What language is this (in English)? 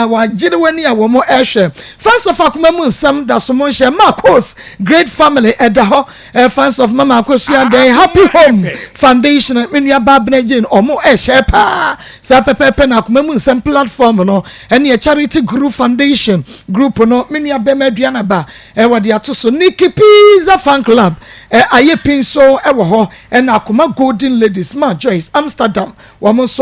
Akan